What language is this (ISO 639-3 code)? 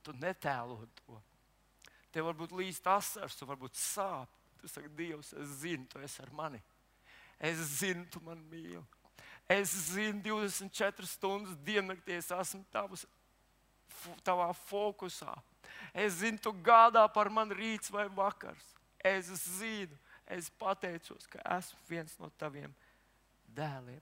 lav